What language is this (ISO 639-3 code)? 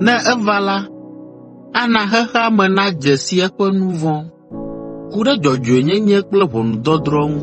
ewe